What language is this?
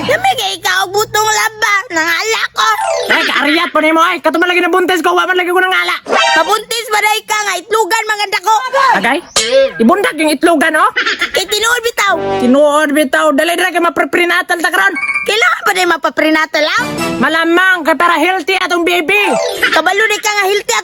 Cebuano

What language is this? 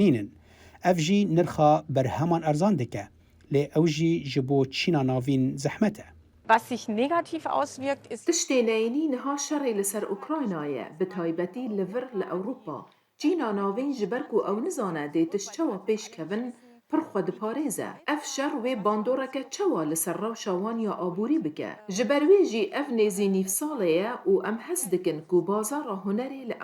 Kurdish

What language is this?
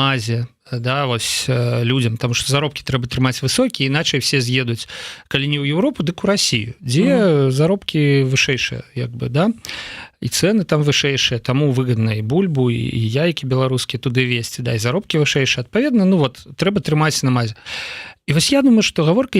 Belarusian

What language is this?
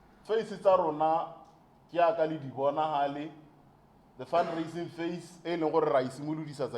Tswana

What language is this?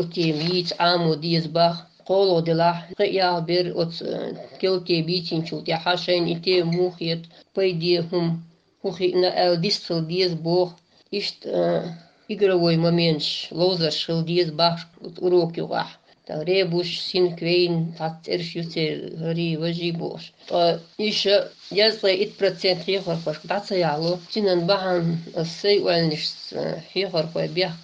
Chechen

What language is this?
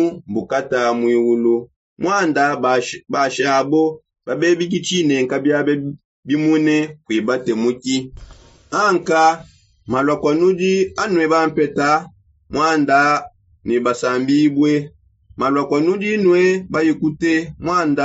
Songe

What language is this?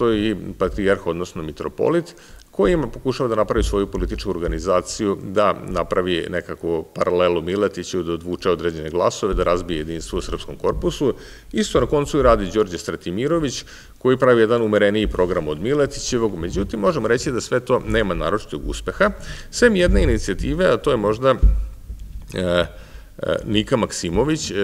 Serbian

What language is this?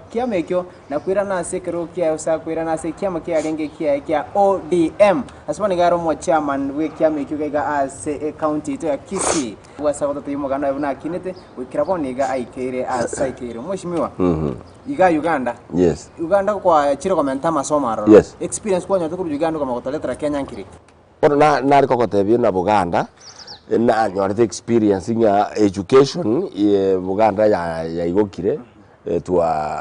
Gusii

